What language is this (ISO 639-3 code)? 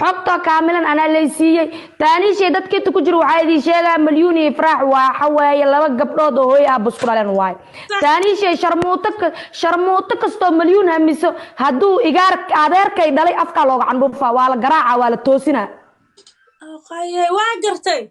som